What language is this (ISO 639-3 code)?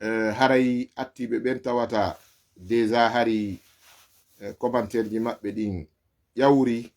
ful